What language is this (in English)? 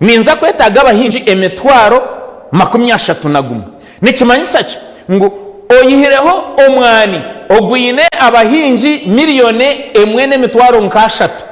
Nyankole